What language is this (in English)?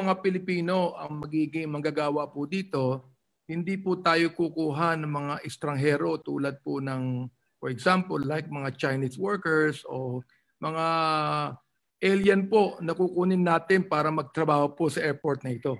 Filipino